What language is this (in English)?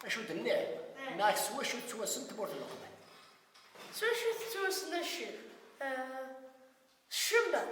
Kabyle